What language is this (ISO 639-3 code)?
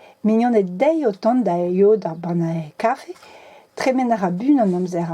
bre